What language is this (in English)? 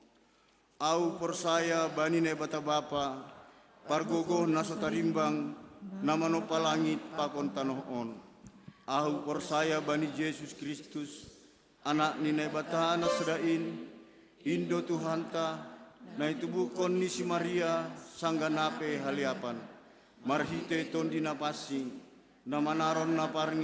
Batak Simalungun